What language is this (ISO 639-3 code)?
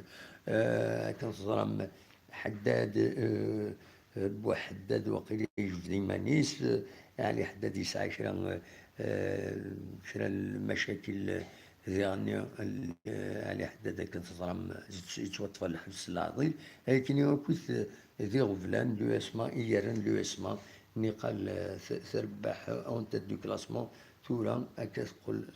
kab